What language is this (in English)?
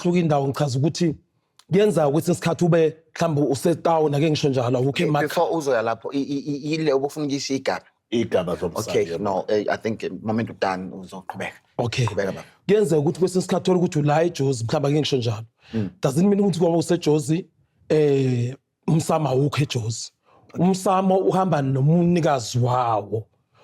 Zulu